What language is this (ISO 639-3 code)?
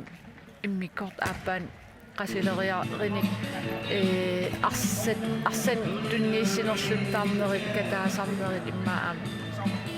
kal